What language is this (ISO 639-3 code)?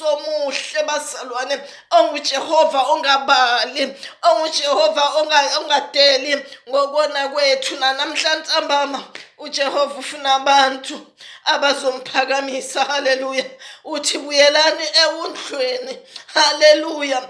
zul